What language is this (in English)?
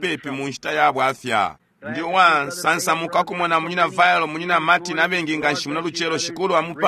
Bemba